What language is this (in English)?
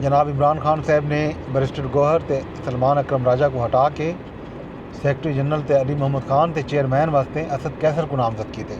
Saraiki